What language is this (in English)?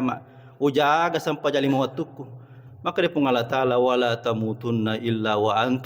Buginese